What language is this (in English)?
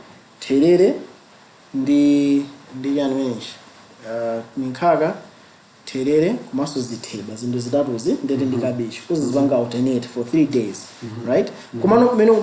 Nyanja